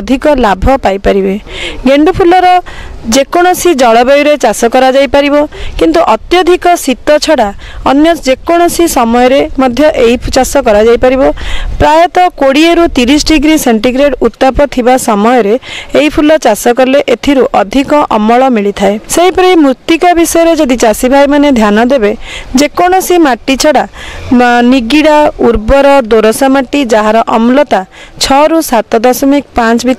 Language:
Odia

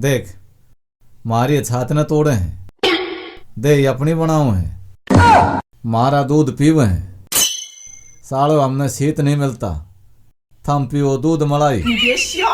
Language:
Haryanvi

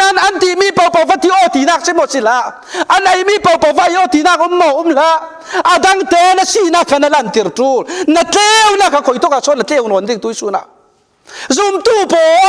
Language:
Falam Chin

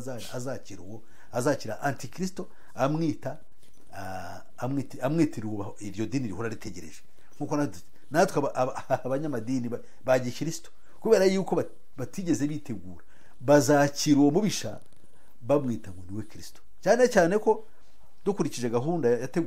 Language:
Kinyarwanda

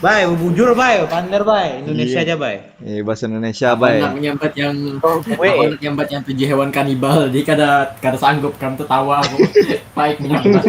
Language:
Banjar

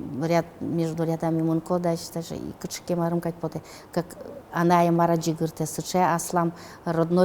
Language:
Udmurt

